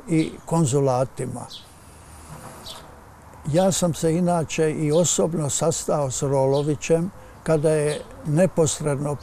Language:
Croatian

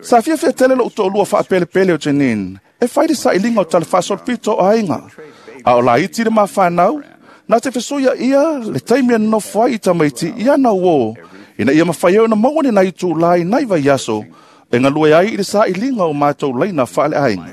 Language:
Samoan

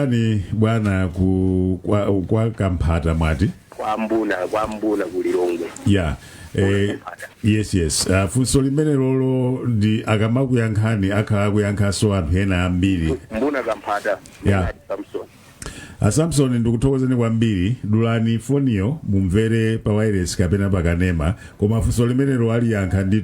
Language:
Nyanja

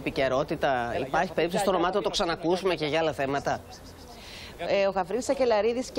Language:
Greek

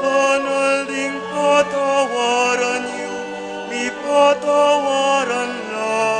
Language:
Pampanga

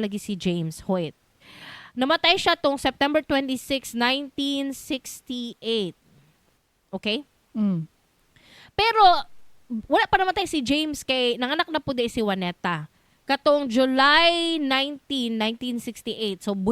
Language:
Cebuano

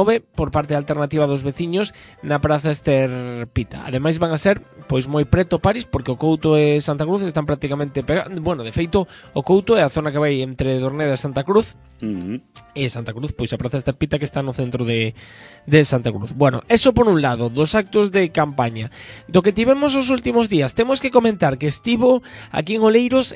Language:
Galician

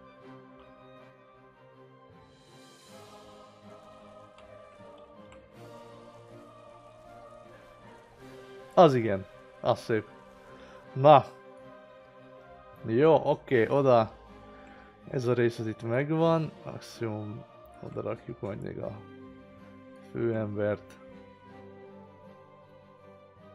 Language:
Hungarian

